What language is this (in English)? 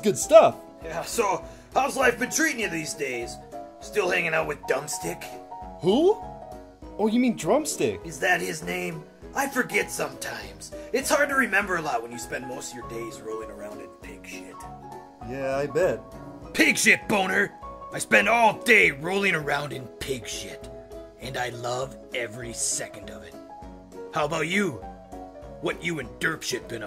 English